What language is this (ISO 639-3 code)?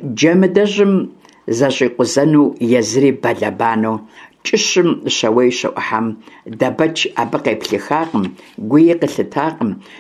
kbd